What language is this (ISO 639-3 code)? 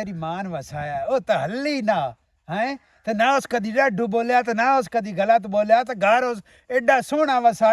lah